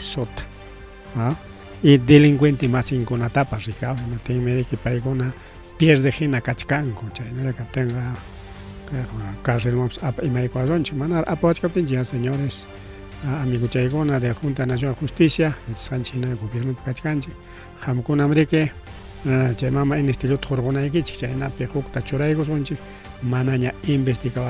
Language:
Ayacucho Quechua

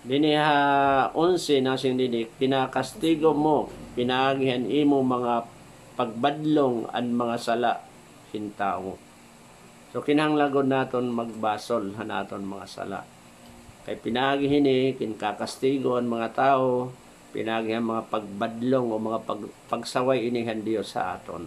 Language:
Waray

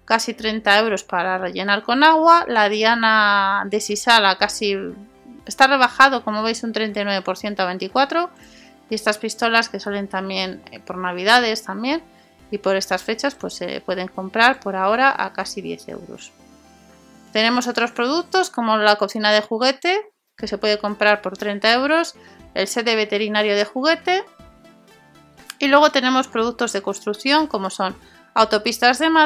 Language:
Spanish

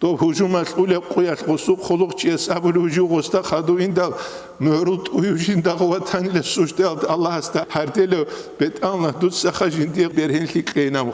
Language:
Avaric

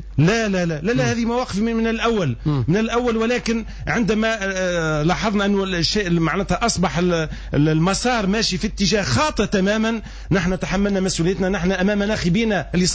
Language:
Tunisian Arabic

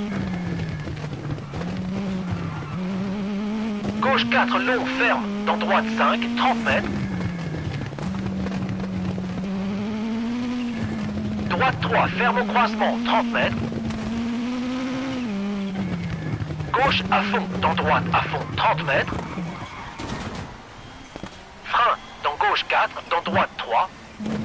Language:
French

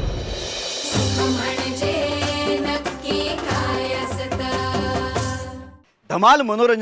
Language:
Marathi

